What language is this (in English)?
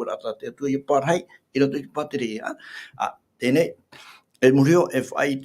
Tahitian